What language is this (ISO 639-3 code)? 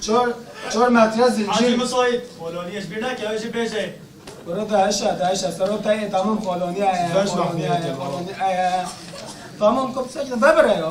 kur